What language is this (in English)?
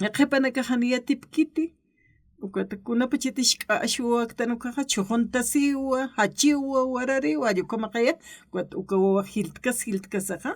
Aymara